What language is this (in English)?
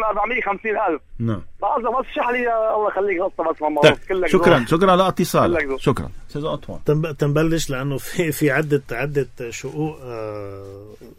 North Levantine Arabic